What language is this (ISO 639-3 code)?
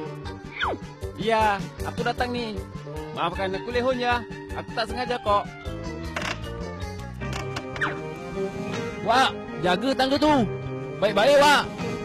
msa